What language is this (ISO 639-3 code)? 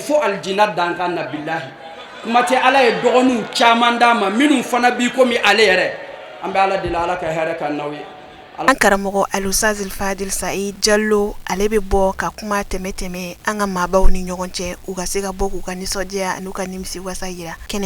bam